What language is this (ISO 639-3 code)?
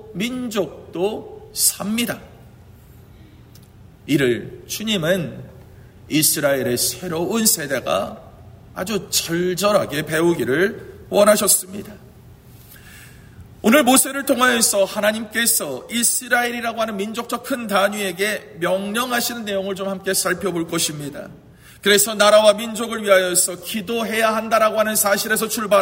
kor